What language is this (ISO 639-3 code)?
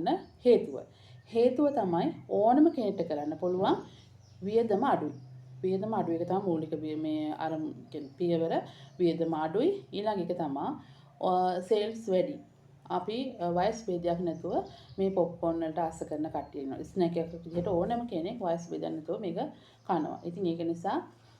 sin